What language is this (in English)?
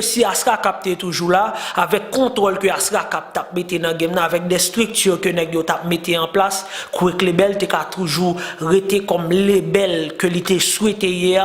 Haitian Creole